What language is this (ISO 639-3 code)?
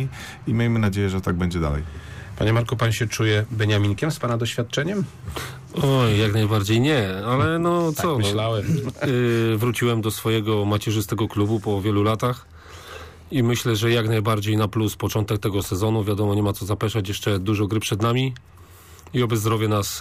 pol